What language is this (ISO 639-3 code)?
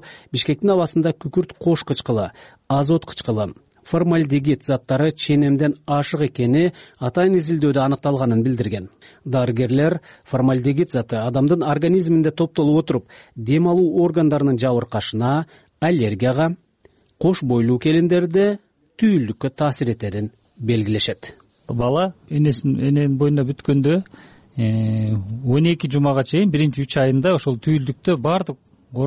kir